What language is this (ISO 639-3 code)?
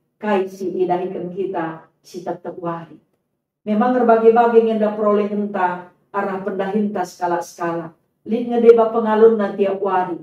btx